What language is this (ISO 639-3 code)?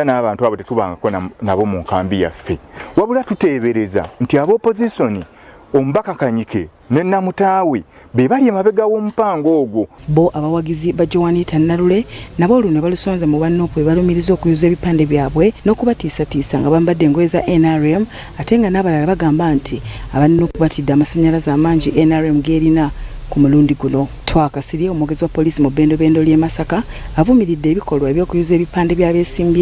lug